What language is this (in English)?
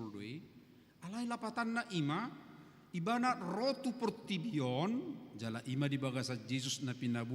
Batak Toba